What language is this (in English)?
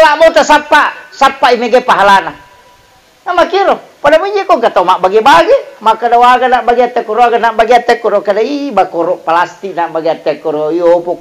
Buginese